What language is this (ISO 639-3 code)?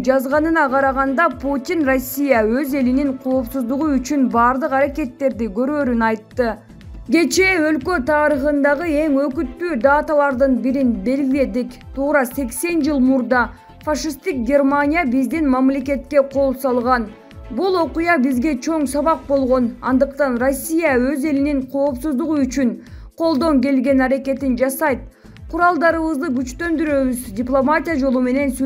kir